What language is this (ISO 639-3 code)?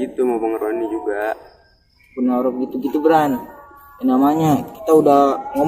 bew